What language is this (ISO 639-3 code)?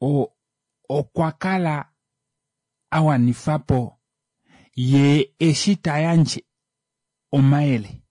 kua